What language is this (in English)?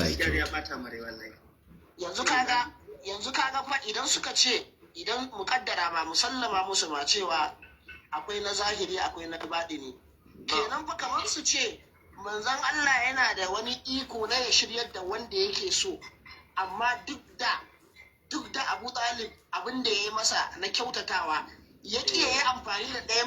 Hausa